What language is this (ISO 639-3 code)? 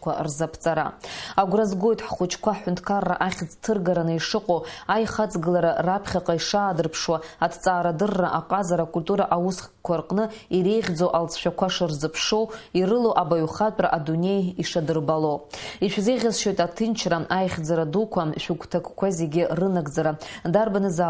abk